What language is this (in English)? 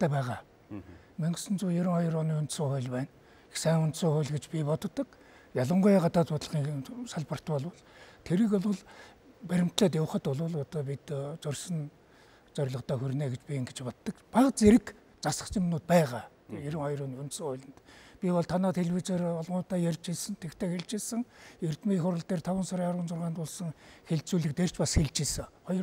Mongolian